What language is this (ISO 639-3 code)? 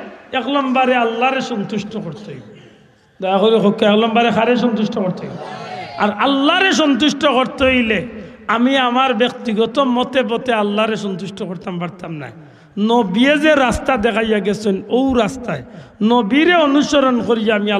syl